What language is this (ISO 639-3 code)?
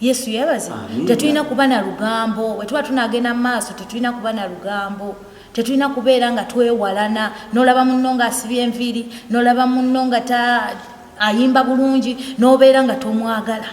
lug